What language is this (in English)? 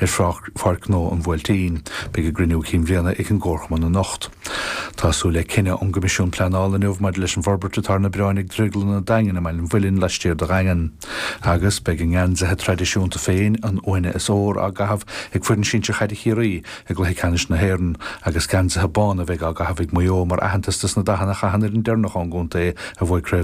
Irish